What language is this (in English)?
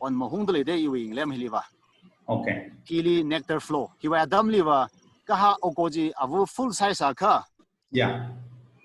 Tangkhul Naga (India)